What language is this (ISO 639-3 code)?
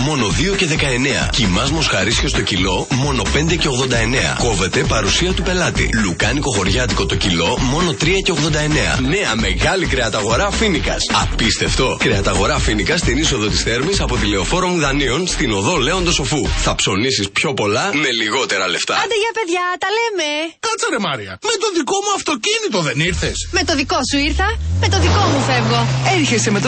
ell